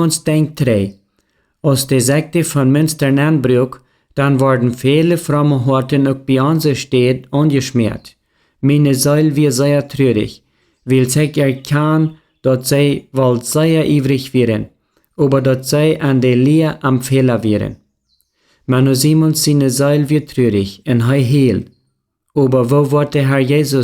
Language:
Plautdietsch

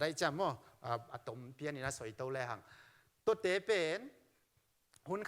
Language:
Tedim Chin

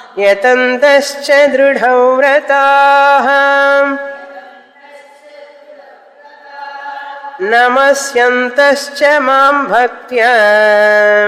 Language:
Telugu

